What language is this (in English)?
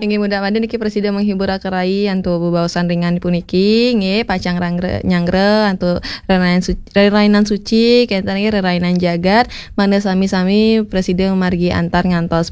Balinese